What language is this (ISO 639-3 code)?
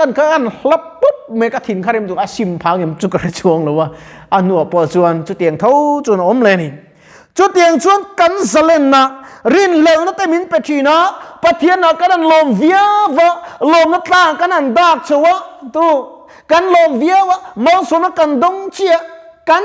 lus